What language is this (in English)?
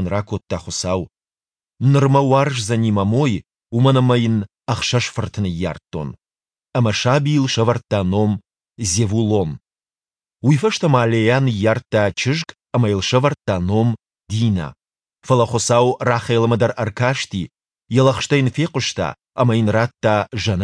Ossetic